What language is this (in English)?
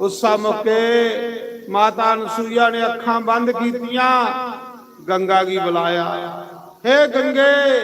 Dogri